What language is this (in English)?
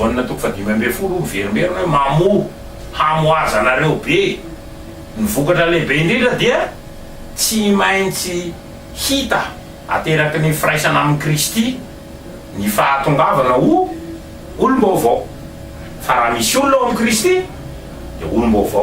Malagasy